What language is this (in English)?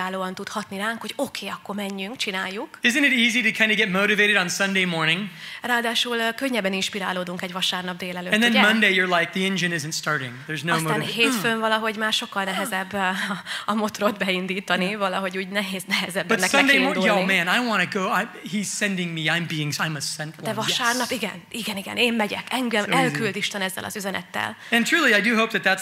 Hungarian